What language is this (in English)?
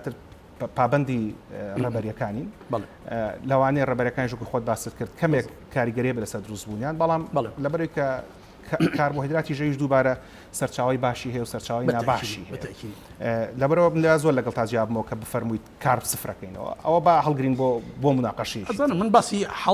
Central Kurdish